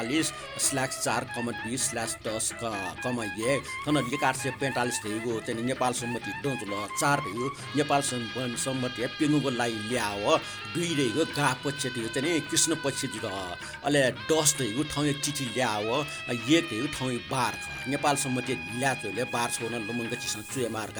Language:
Newari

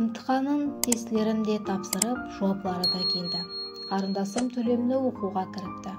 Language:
Kara-Kalpak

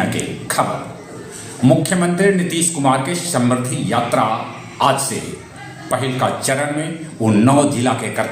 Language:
Magahi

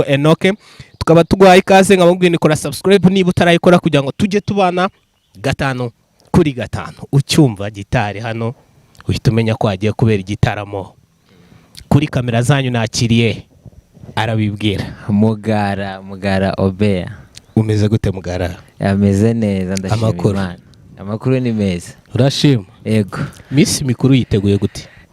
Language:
Kinyarwanda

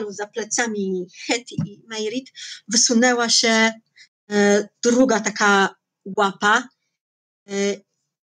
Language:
Polish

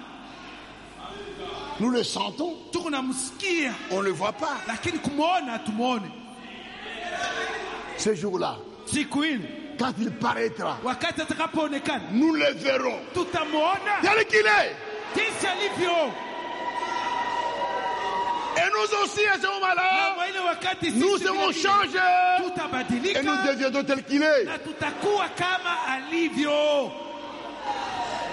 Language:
Swahili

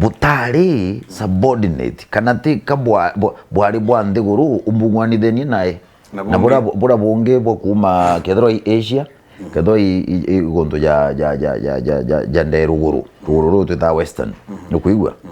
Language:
Meru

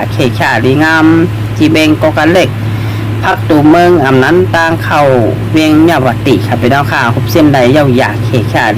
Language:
Shan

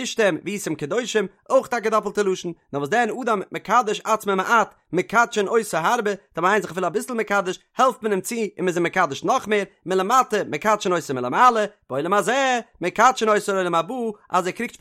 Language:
Yiddish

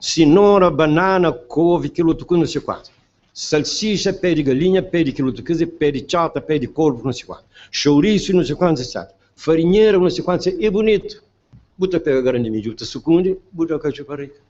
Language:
Kabuverdianu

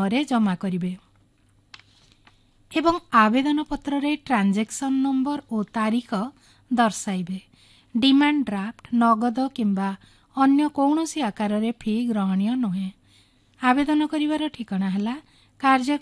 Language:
Odia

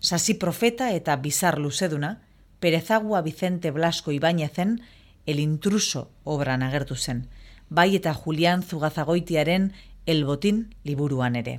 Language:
Basque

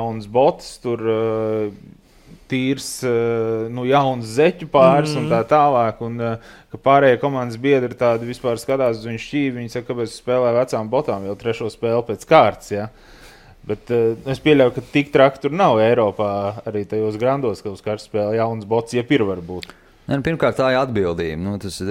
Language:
Latvian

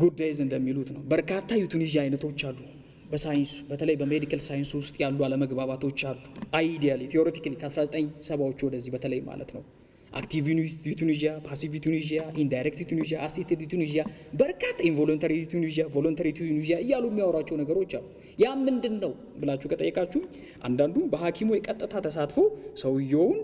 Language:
Amharic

